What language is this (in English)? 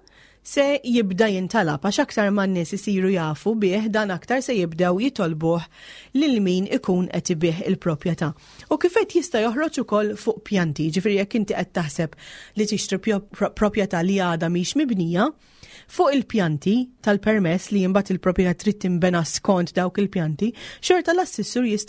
Maltese